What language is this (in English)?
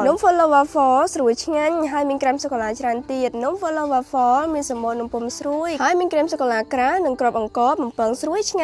Khmer